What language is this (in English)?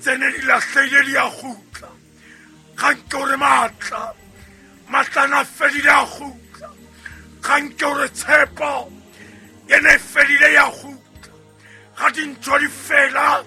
Southern Sotho